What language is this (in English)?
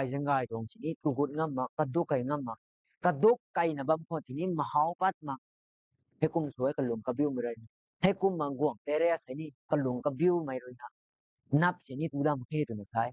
Rongmei Naga